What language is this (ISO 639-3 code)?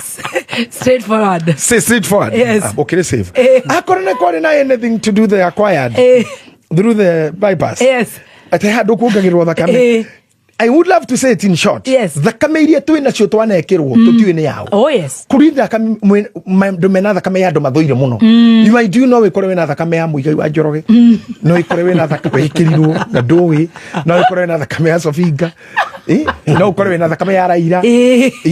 kik